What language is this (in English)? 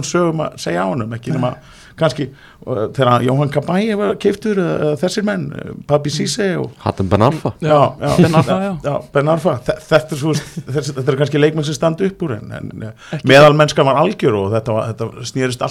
Icelandic